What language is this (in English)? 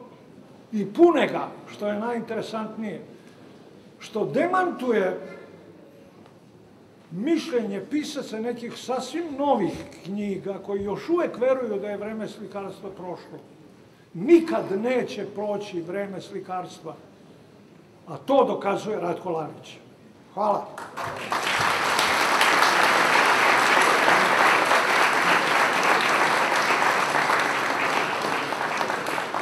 Serbian